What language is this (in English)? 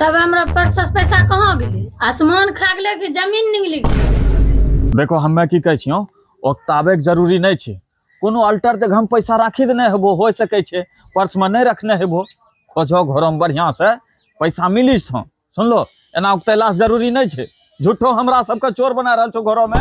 Angika